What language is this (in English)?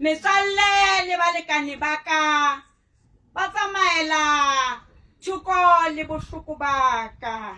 Southern Sotho